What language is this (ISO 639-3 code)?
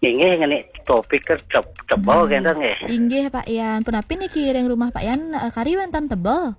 ban